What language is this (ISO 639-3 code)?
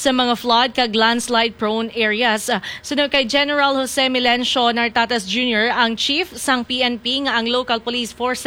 hil